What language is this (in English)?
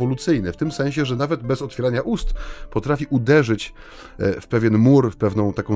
Polish